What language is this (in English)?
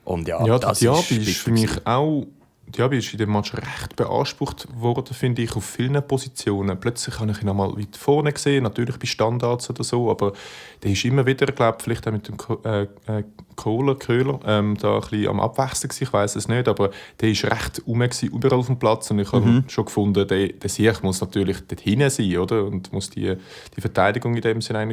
Swiss German